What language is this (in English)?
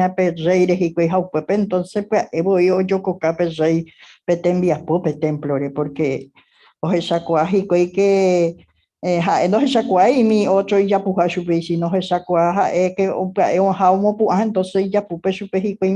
Guarani